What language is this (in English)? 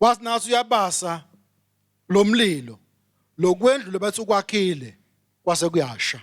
Swati